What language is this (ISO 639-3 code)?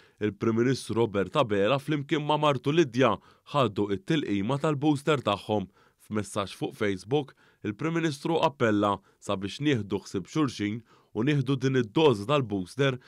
mlt